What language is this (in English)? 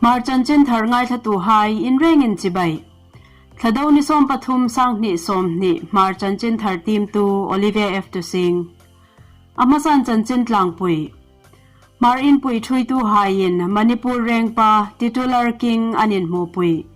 Hmar